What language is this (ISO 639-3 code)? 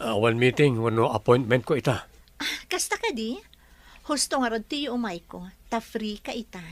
ilo